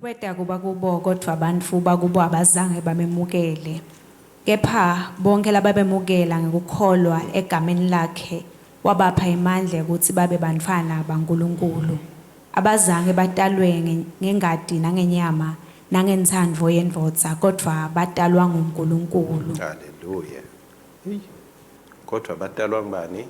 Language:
Swati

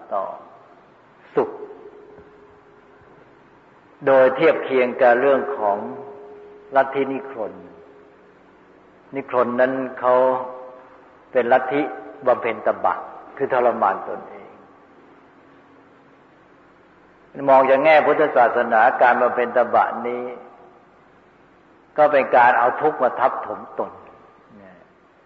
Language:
Thai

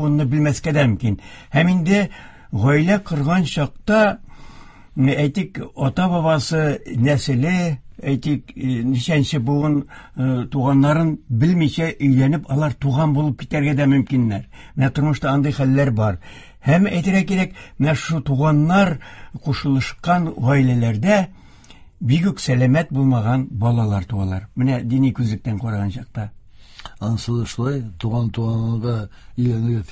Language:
Tatar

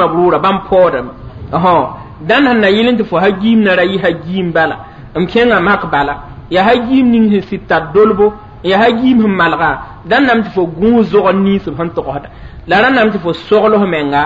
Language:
Mossi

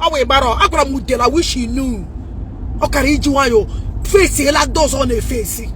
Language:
Igbo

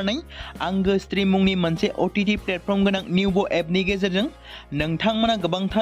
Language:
Bodo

